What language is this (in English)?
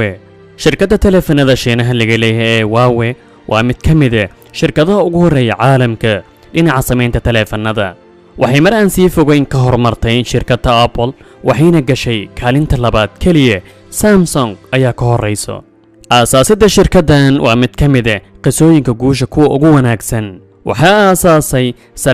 Somali